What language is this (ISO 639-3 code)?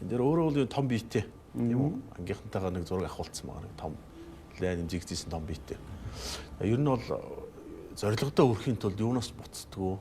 mon